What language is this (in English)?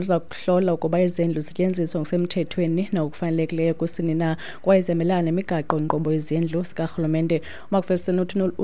Xhosa